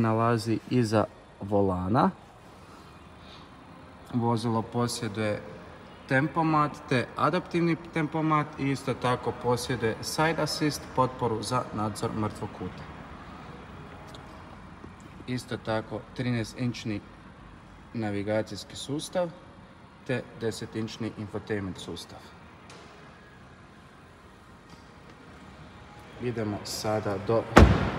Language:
Croatian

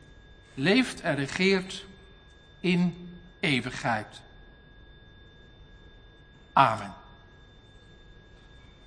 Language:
Dutch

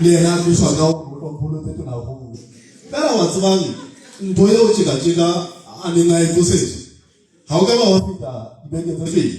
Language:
Southern Sotho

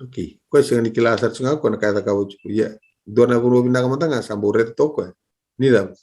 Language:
Fijian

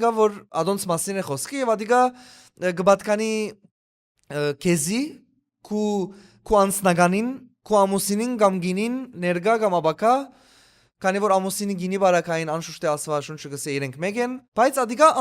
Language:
Western Armenian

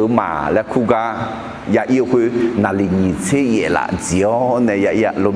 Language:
Akha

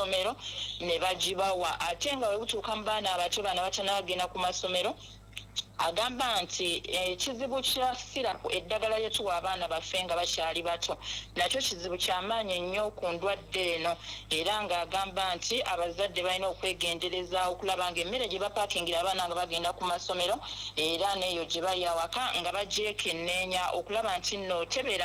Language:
Ganda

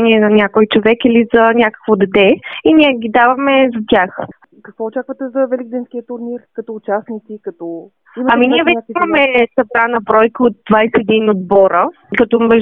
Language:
Bulgarian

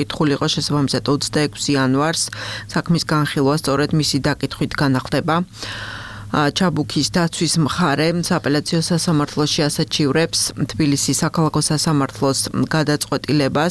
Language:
Georgian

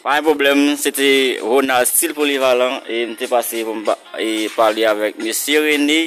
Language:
Haitian Creole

